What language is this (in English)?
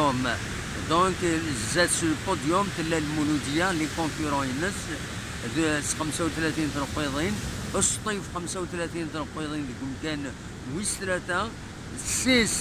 Kabyle